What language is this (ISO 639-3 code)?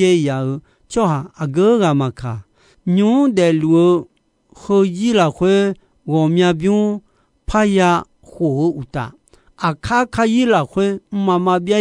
ahk